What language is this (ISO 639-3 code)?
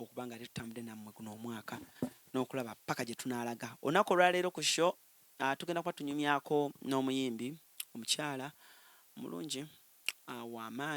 lug